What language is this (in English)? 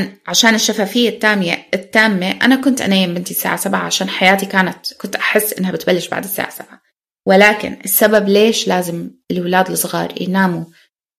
North Levantine Arabic